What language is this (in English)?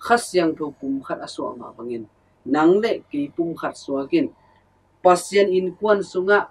Tedim Chin